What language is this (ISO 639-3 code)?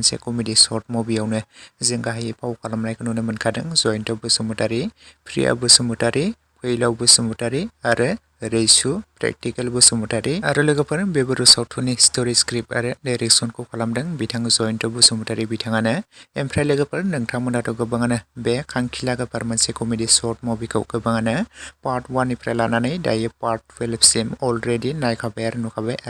brx